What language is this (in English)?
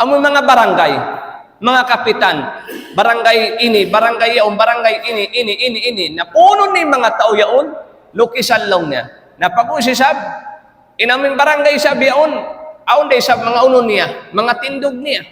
Tausug